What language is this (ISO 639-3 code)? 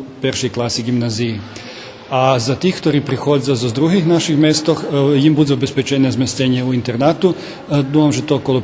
rue